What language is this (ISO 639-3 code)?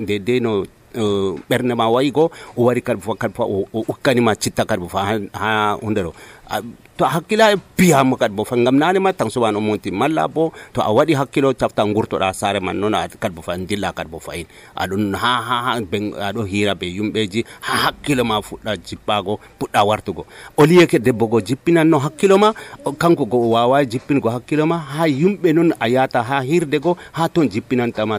fuv